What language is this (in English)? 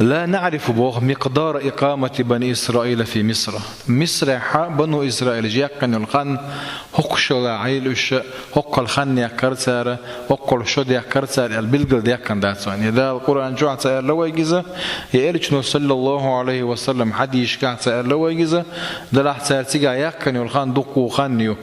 Chechen